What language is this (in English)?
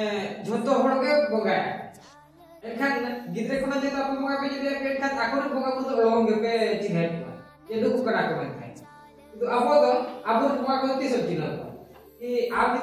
Santali